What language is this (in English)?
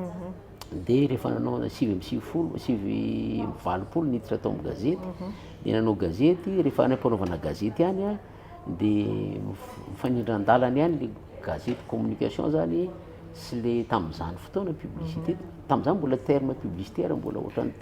Malagasy